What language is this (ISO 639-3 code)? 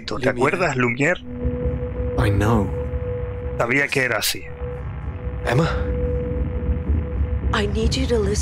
spa